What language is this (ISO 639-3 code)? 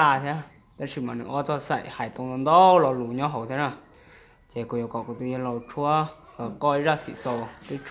hmn